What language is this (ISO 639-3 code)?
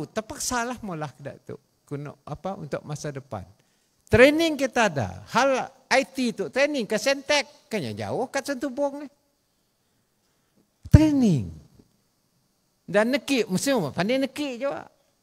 msa